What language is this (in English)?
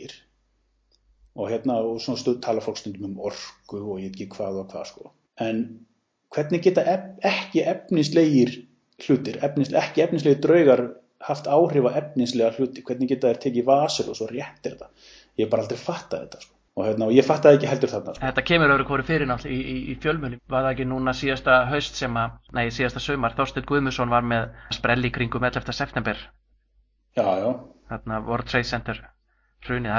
Icelandic